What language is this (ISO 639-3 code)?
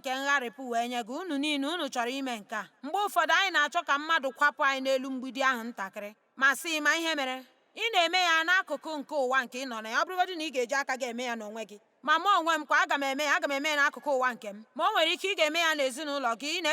ibo